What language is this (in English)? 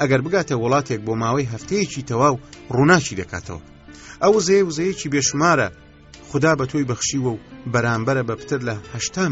Central Kurdish